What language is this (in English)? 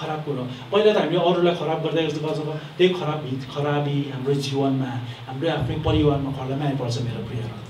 Nepali